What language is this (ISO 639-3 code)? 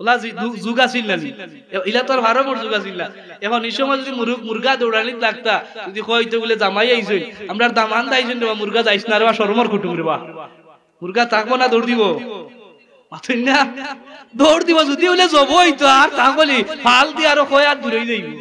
syl